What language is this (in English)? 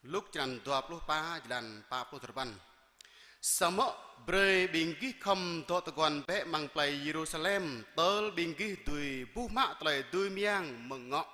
Jarai